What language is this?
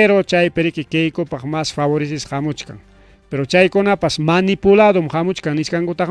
Ayacucho Quechua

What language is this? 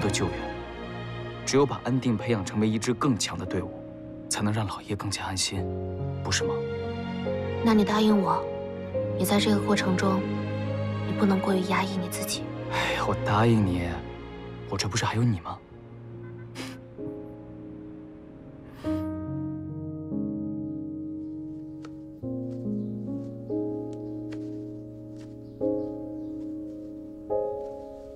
Chinese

